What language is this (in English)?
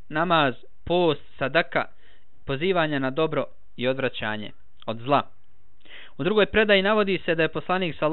Bosnian